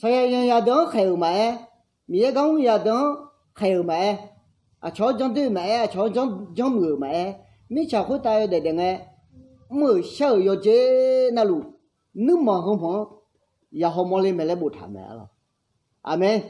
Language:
Akha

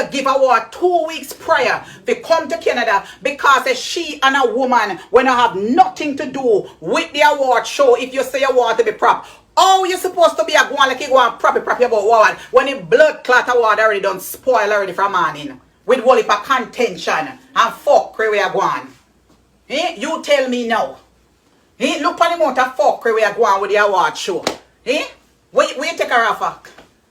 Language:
Jamaican Creole English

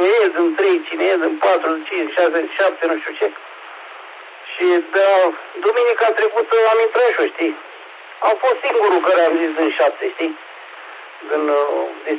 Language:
Romanian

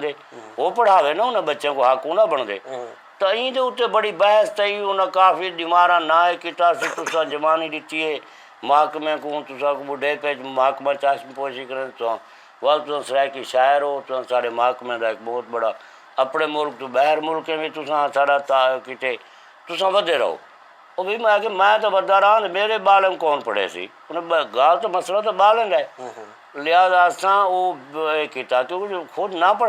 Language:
Saraiki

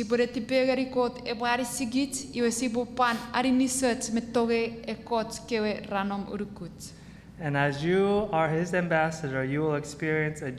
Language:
Chuukese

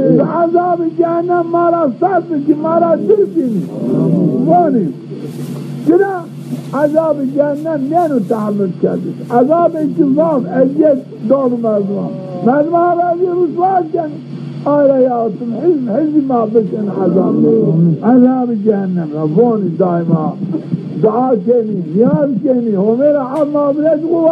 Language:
Zaza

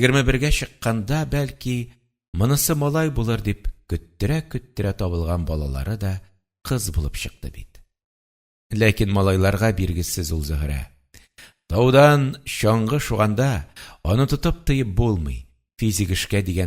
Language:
Tatar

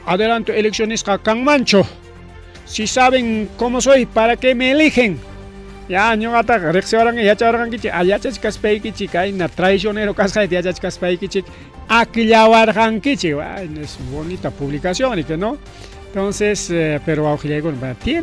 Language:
Ayacucho Quechua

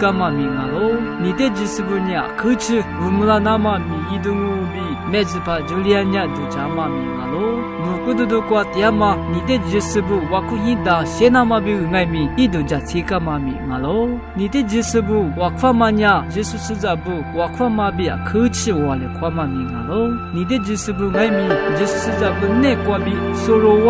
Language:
Lisu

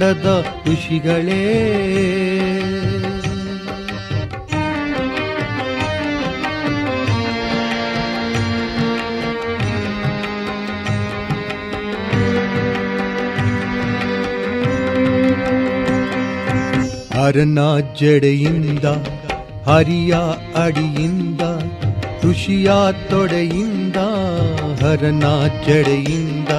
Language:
Kannada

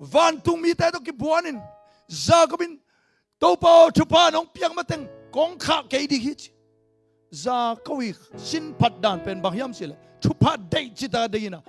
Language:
Tedim Chin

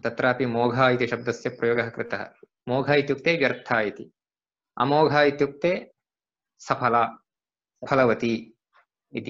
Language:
Sanskrit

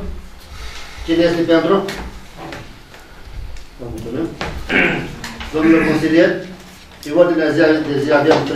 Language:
Romanian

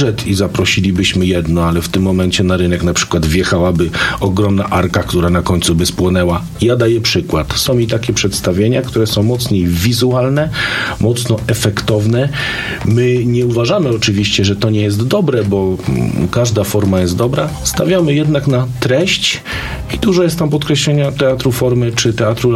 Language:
Polish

